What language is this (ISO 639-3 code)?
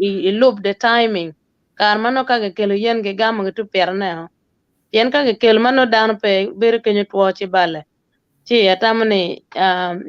ach